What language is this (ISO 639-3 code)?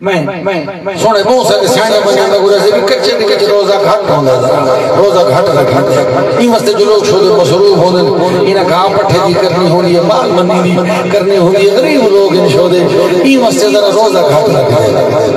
skr